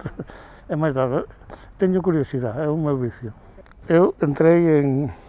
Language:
Galician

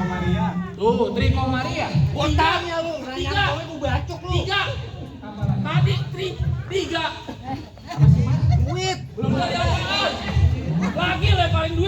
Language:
Betawi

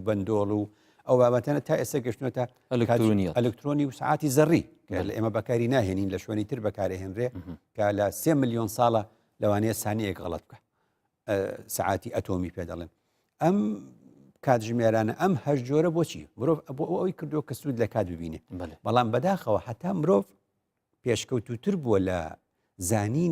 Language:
Central Kurdish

